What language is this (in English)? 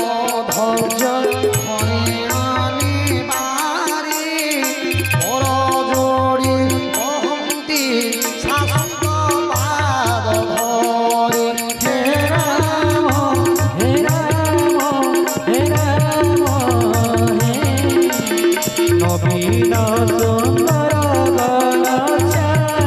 Odia